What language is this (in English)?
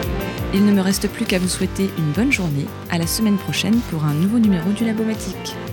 French